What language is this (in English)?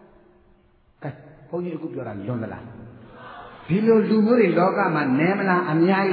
Burmese